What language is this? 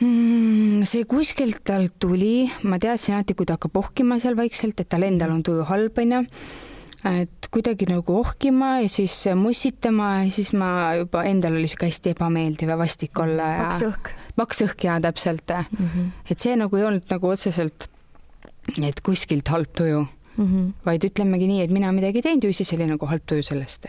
Estonian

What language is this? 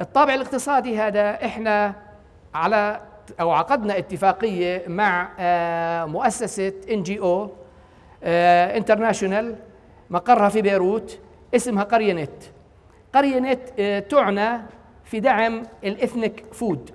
North Levantine Arabic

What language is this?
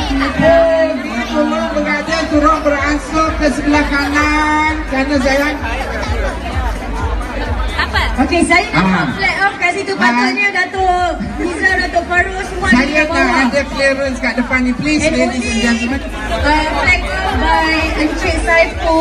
Malay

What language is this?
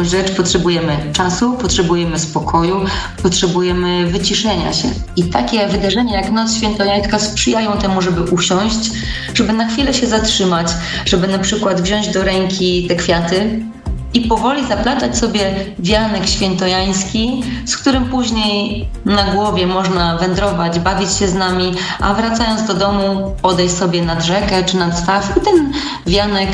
Polish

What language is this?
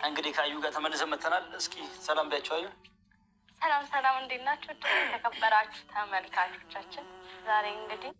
Amharic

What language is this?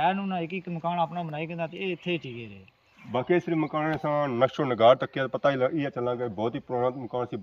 Pahari-Potwari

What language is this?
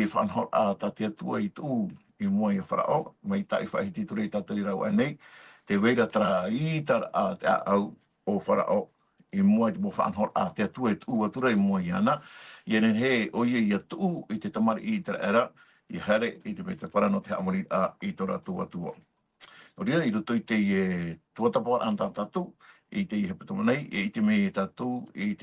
Tahitian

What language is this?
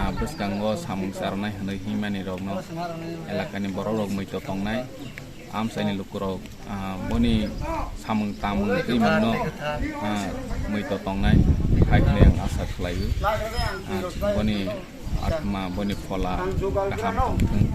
Kok Borok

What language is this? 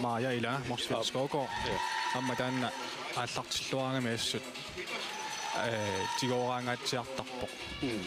Kalaallisut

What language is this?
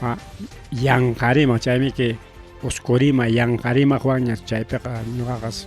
Ayacucho Quechua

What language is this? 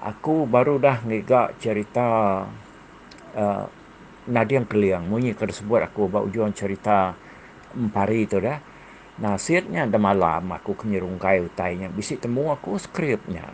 Iban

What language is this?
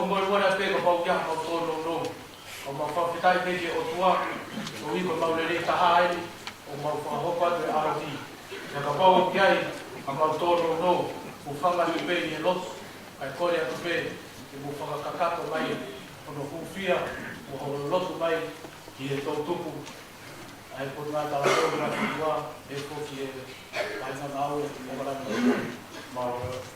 Tongan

